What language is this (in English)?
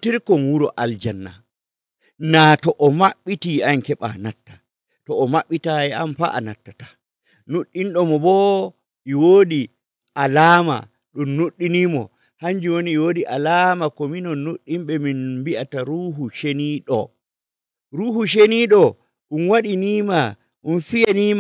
Nigerian Fulfulde